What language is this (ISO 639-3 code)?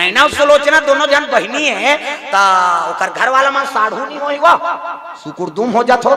hne